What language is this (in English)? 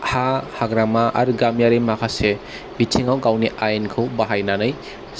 Bodo